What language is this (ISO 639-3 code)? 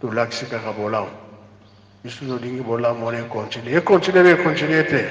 lin